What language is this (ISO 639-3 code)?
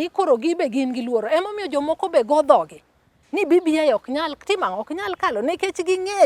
luo